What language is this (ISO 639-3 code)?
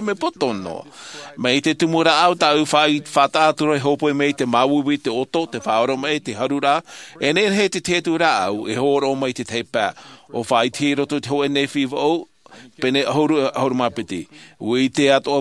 tah